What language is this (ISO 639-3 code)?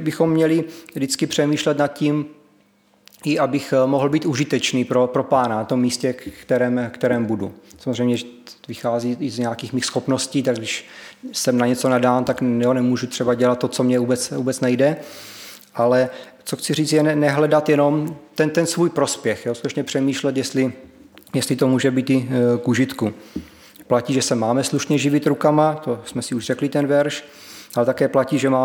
ces